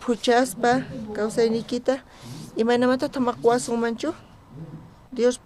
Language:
South Bolivian Quechua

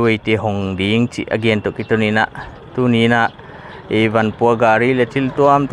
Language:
Paite Chin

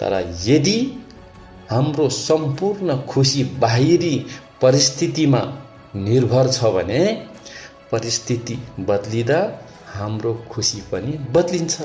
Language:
Nepali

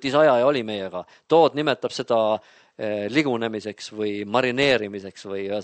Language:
Estonian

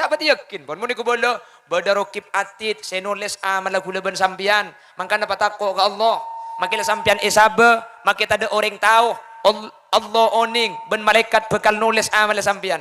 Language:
Madurese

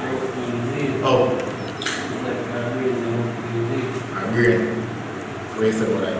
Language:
Jamaican Creole English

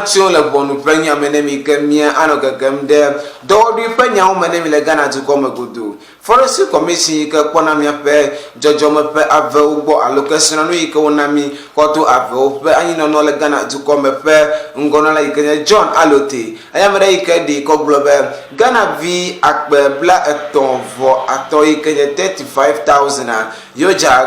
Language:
Ewe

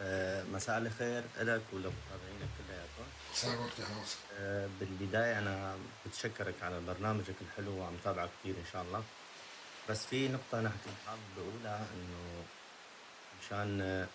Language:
North Levantine Arabic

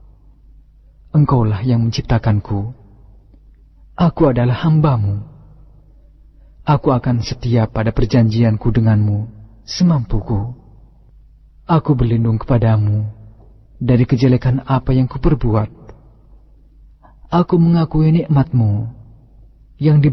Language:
Indonesian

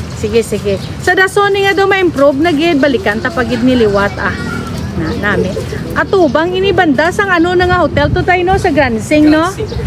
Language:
Hiligaynon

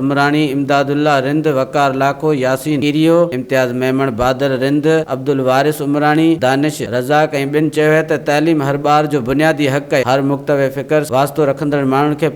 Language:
Sindhi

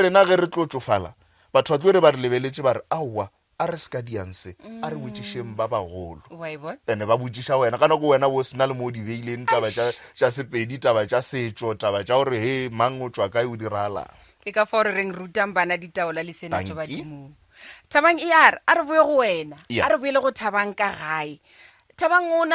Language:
Northern Sotho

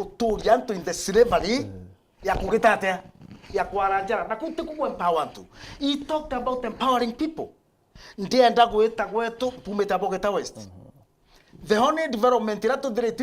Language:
Meru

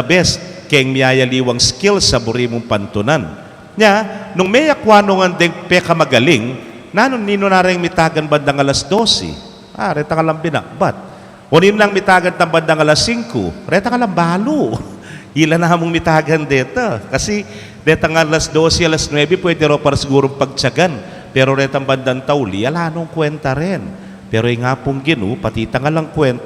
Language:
Pampanga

